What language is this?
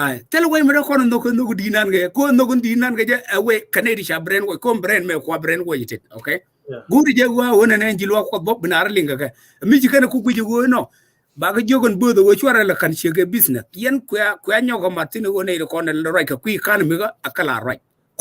Nuer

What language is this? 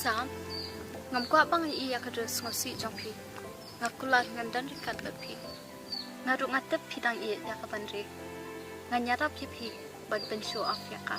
Khasi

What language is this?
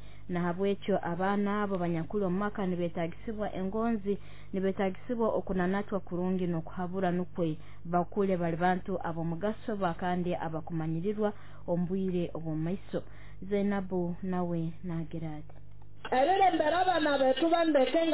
Nyoro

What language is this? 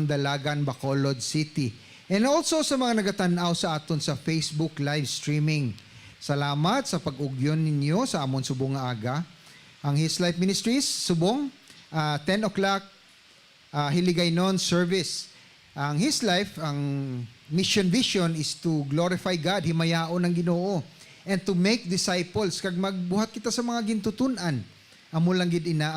Hiligaynon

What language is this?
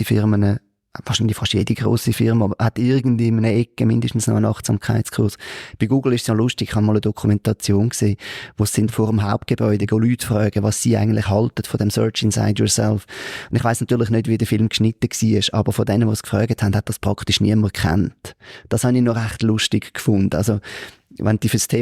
Swiss German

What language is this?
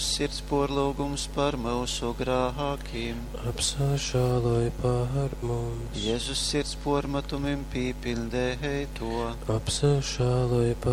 Latgalian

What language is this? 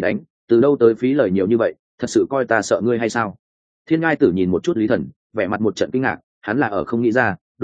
Vietnamese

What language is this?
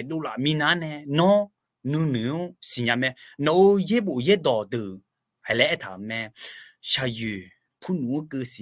Akha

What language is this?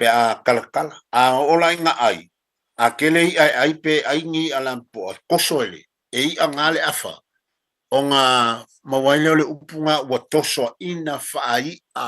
Samoan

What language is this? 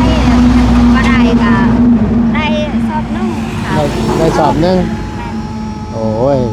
Northeastern Thai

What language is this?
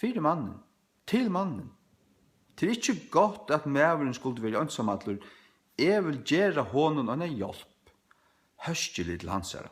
Faroese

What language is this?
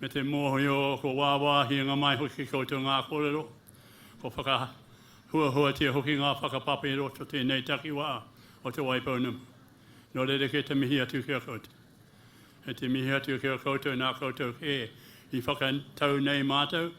Māori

